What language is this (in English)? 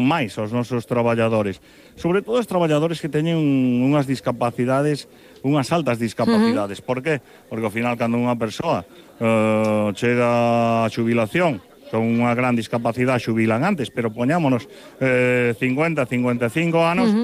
Galician